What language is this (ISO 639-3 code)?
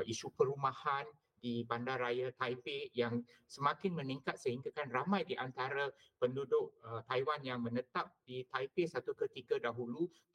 msa